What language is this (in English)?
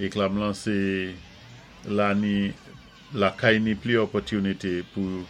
Saint Lucian Creole French